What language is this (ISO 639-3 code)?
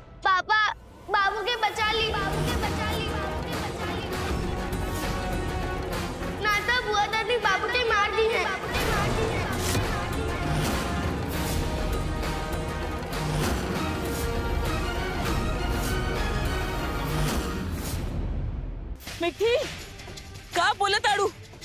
bho